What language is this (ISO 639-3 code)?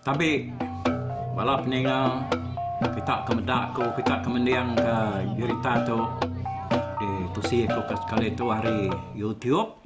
iba